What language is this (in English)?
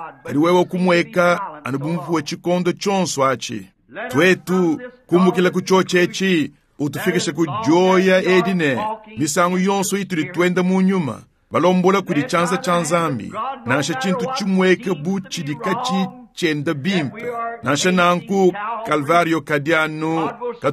Luba-Lulua